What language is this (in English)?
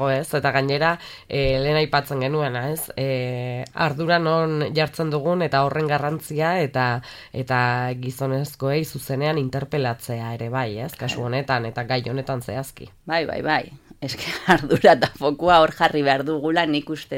Basque